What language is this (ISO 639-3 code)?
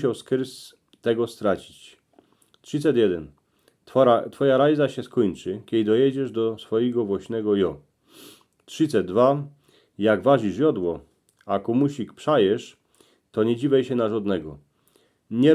szl